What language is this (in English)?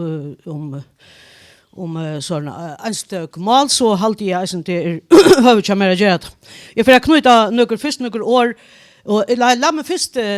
Faroese